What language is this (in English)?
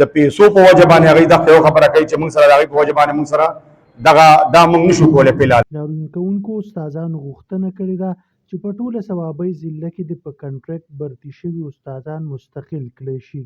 Pashto